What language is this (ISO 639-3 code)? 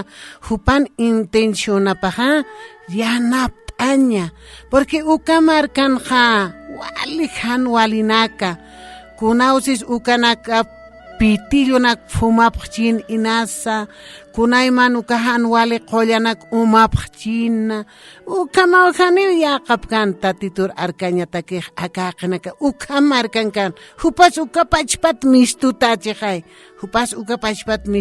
aym